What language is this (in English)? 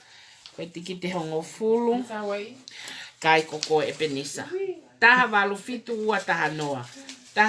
Tongan